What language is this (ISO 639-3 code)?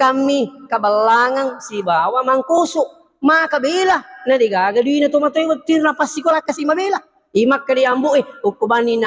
bug